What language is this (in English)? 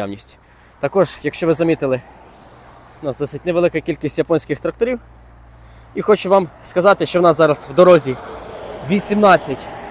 Ukrainian